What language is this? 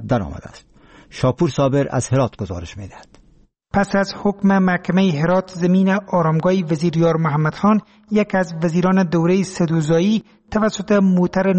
Persian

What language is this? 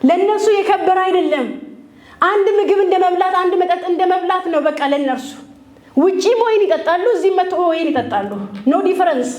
Amharic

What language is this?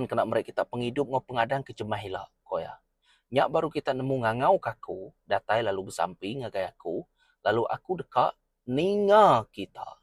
Iban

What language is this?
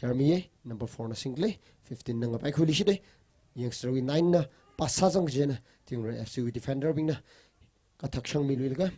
Tangkhul Naga (India)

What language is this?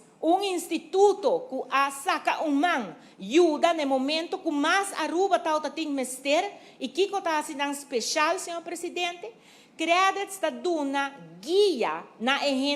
Papiamento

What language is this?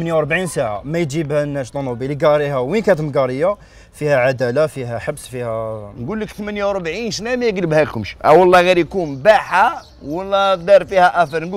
Algerian Arabic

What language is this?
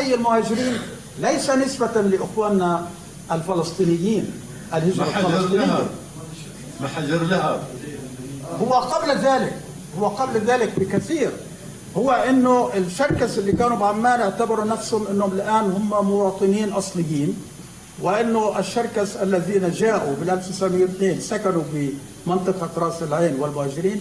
North Levantine Arabic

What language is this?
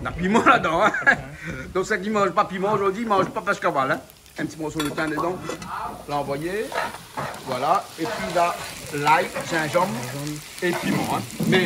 Réunion Creole French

